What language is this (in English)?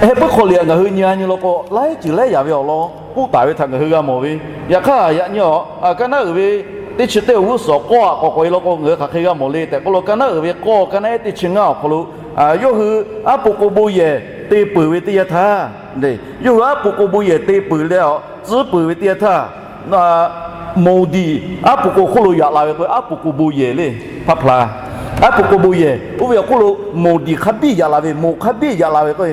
Lahu